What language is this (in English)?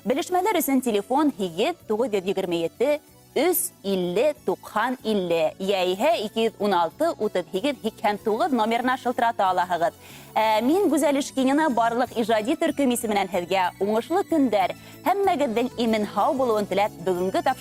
Bashkir